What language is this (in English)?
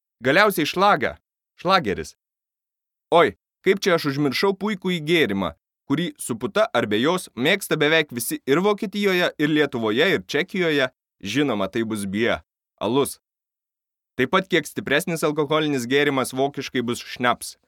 Lithuanian